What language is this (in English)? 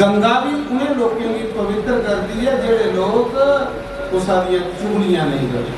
Dogri